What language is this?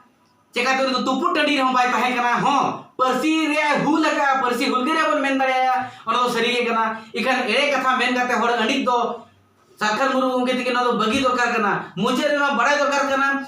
Santali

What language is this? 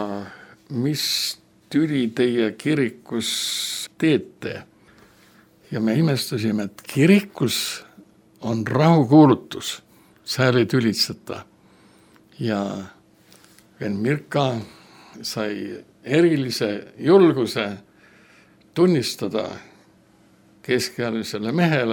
Estonian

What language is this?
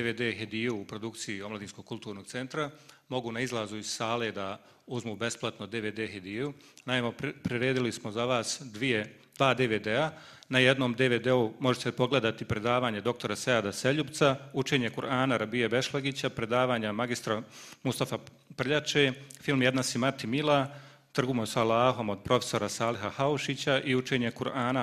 Bosnian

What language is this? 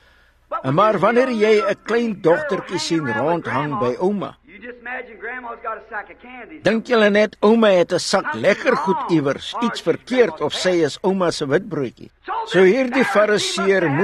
Afrikaans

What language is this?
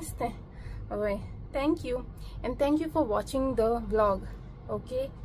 Konkani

